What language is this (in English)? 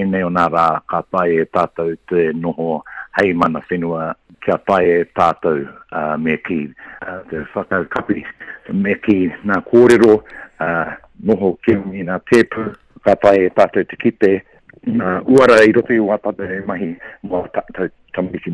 Māori